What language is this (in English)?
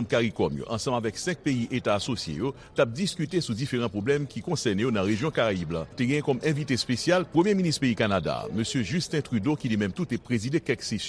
Haitian Creole